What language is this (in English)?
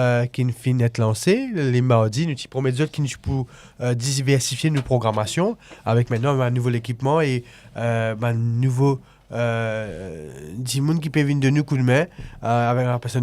Morisyen